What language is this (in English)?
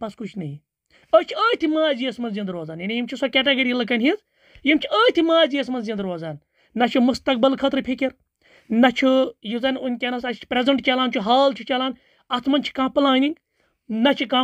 Kashmiri